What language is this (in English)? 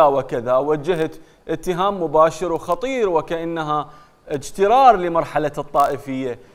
Mesopotamian Arabic